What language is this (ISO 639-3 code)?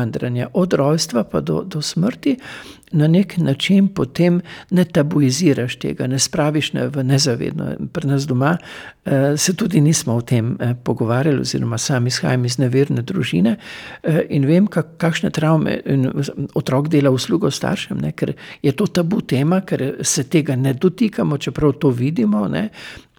slv